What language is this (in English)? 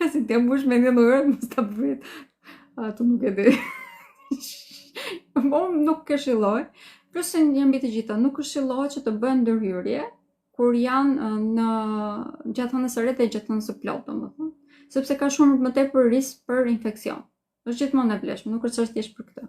Albanian